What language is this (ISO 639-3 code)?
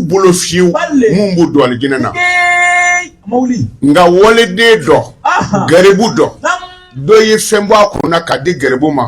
bam